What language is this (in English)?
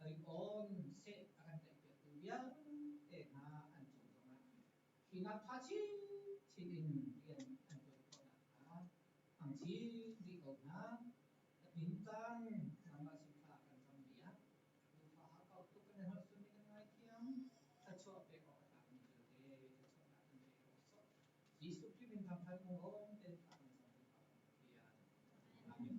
Hakha Chin